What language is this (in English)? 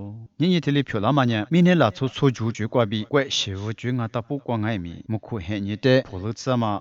Lisu